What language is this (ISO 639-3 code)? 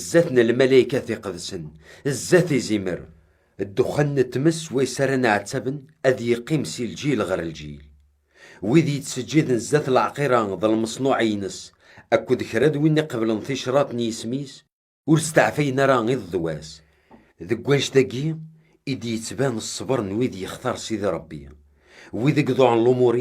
kab